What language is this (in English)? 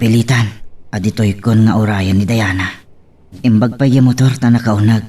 Iloko